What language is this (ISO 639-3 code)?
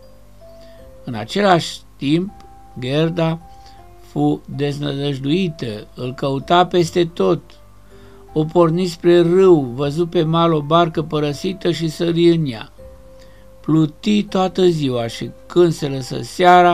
ron